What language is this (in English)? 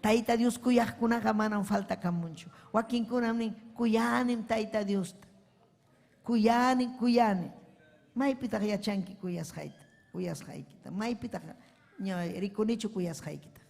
Ayacucho Quechua